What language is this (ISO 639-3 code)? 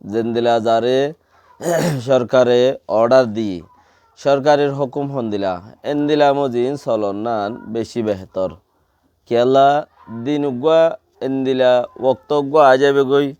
rhg